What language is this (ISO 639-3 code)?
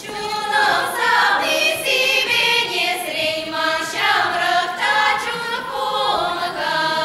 chv